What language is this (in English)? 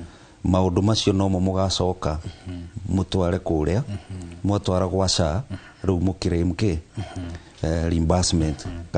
Kikuyu